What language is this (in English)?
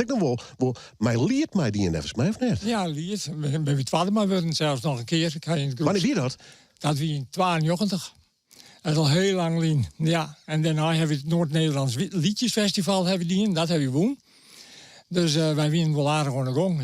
Western Frisian